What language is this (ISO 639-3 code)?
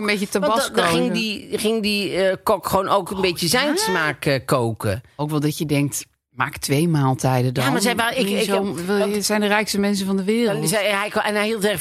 nld